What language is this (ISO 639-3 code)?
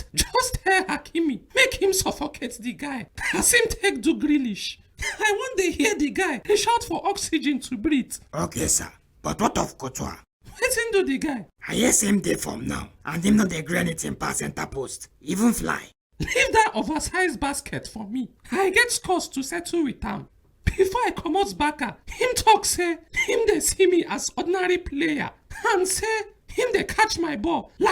pcm